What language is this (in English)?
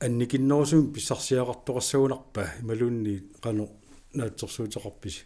Kalaallisut